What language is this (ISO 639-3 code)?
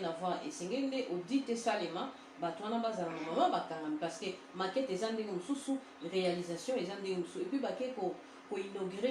lin